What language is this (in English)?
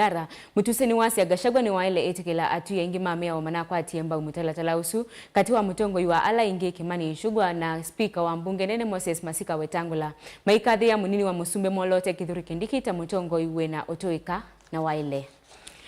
Kamba